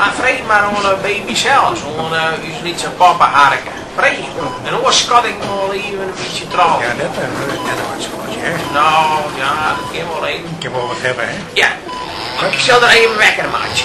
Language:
Western Frisian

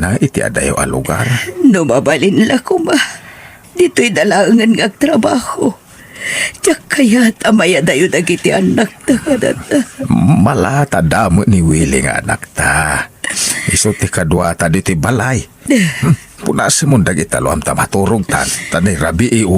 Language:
Iloko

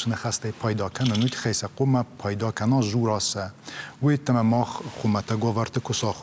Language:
Ossetic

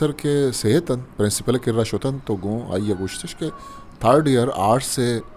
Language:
Eastern Balochi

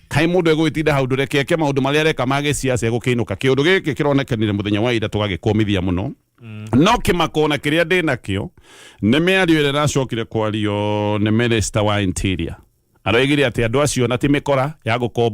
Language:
Kikuyu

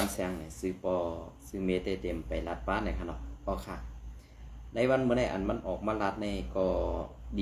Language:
Shan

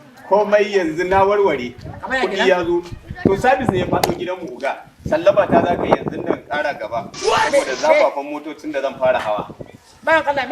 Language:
Hausa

